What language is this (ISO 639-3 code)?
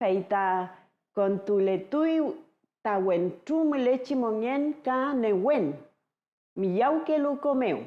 arn